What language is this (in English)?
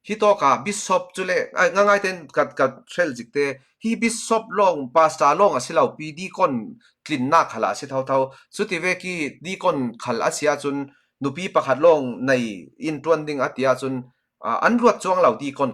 Falam Chin